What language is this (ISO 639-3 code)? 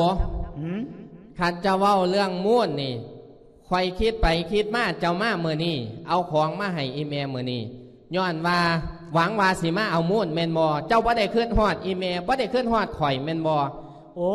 lao